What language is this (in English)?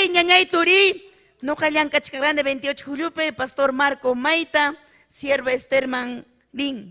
Ayacucho Quechua